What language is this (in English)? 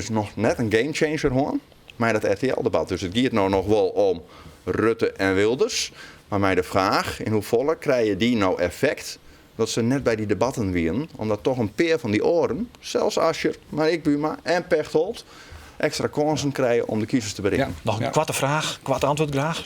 Western Frisian